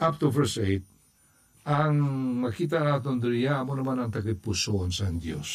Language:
Hiligaynon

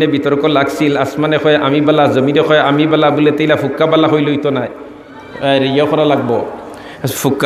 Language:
Sylheti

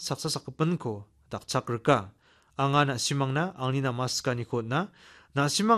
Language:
Garo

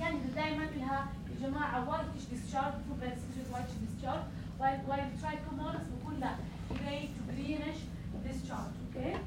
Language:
North Levantine Arabic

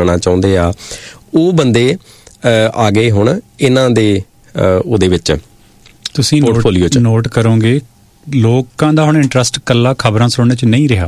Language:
Punjabi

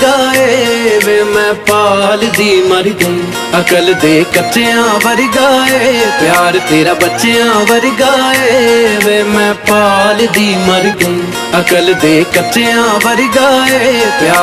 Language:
Punjabi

